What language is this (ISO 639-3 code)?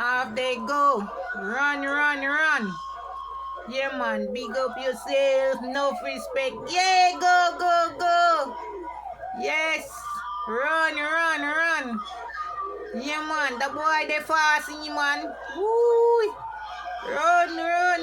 jam